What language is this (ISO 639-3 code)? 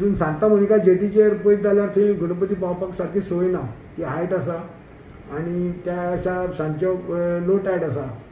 kok